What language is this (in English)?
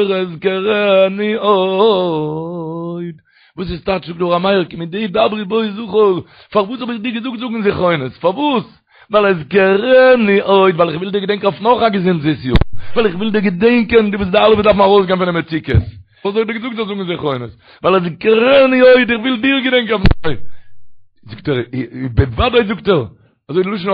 Yiddish